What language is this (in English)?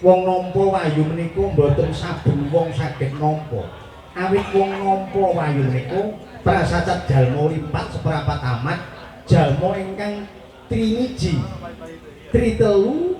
Javanese